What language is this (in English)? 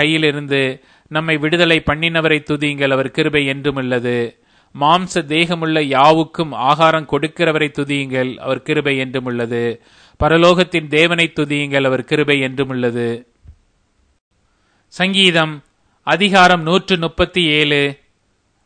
Tamil